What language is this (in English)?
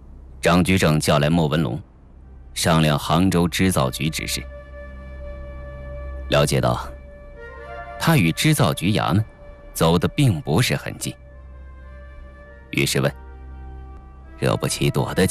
Chinese